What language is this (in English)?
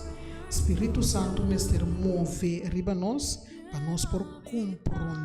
Papiamento